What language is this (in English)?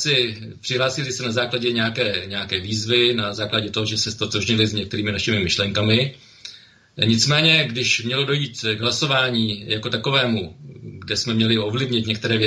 Czech